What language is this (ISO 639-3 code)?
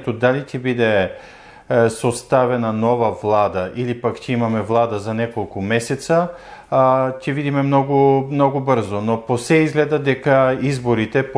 mkd